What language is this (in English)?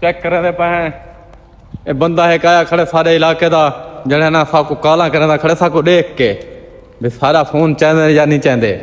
Saraiki